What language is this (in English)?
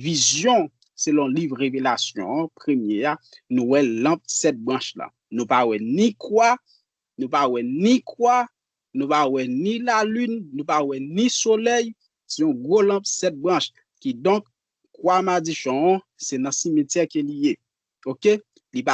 Haitian Creole